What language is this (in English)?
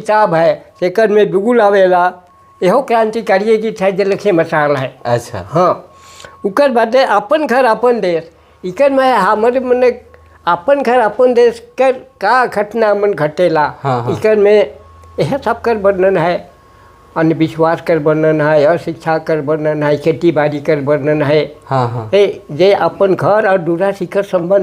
Sadri